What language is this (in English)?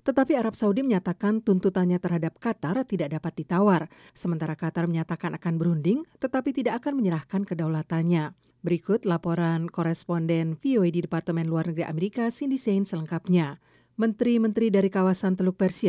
Indonesian